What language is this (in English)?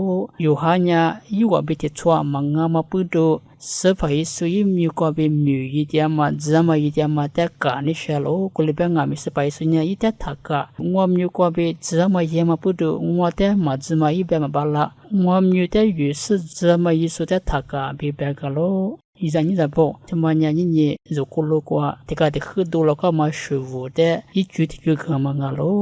Lisu